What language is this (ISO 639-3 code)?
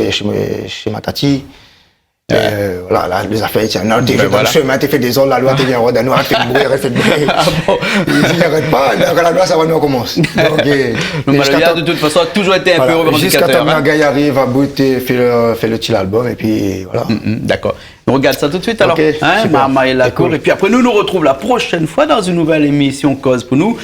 rcf